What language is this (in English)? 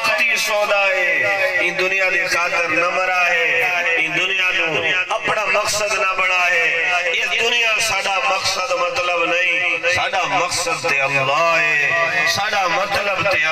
Saraiki